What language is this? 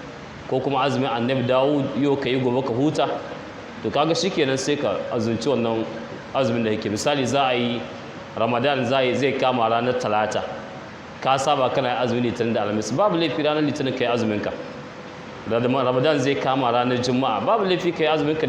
Hausa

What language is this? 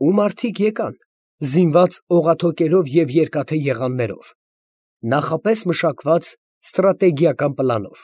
Armenian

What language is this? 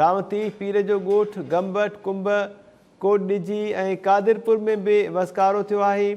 Sindhi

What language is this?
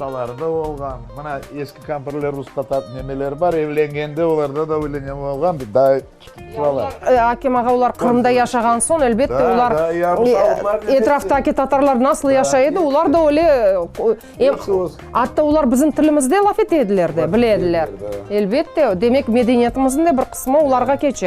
Crimean Tatar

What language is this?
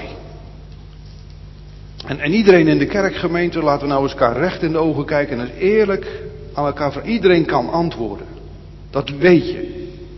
Dutch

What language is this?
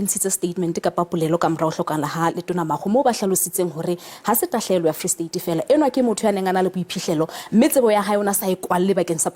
Southern Sotho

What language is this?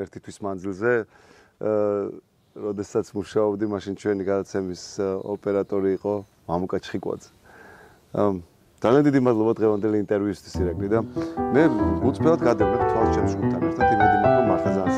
Georgian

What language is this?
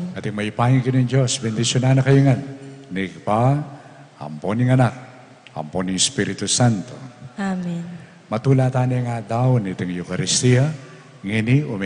Pampanga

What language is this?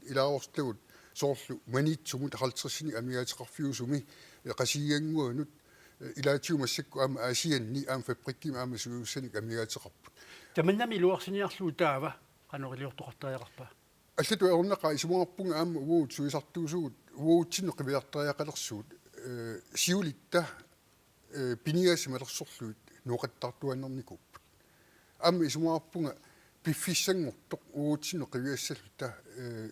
Kalaallisut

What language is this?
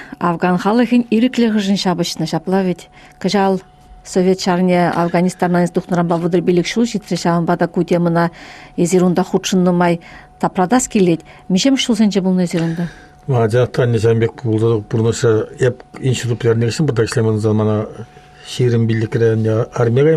Chuvash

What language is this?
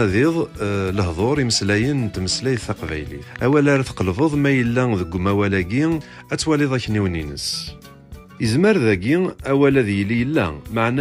Kabyle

